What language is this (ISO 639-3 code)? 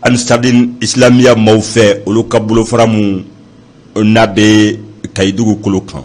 bam